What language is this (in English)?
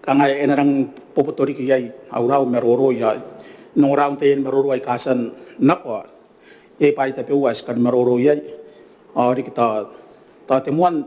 Gilbertese